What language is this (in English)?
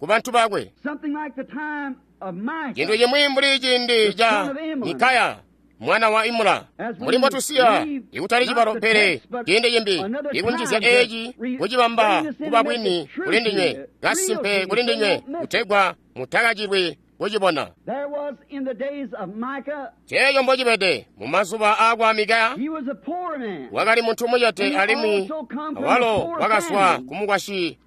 Tonga (Zambia)